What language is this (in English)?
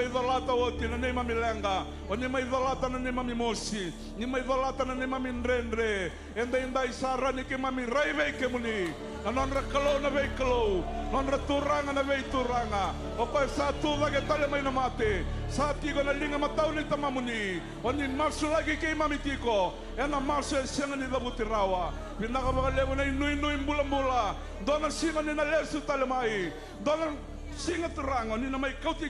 Fijian